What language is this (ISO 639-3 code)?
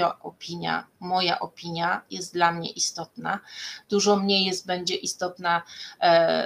pol